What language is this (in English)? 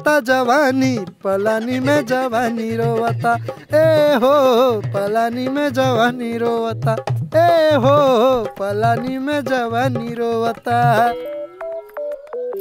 Bhojpuri